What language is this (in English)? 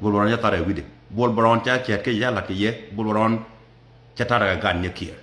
Nuer